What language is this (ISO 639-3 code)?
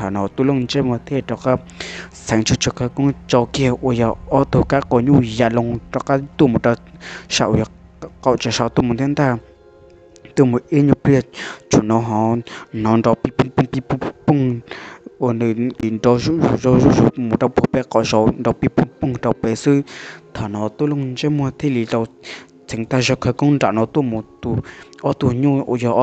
hmn